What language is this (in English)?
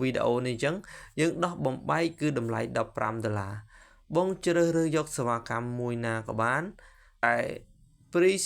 Khmer